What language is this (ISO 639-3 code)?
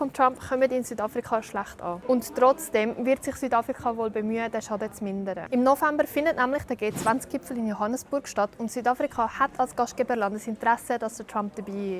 gsw